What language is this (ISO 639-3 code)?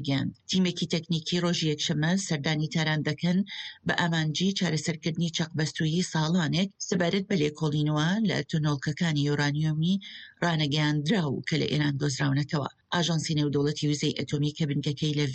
ckb